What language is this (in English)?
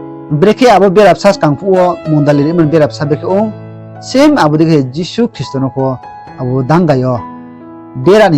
Riang (India)